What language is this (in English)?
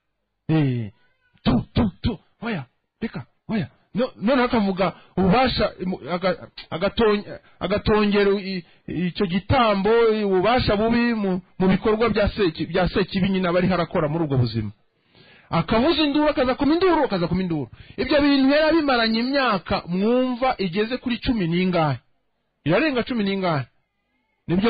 Kinyarwanda